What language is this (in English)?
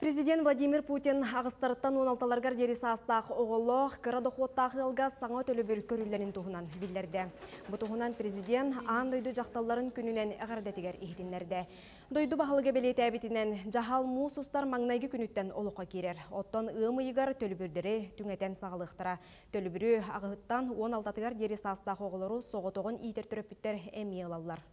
Yakut